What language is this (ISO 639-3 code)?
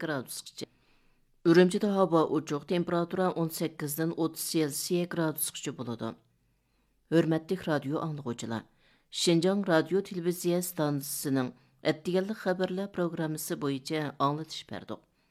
uig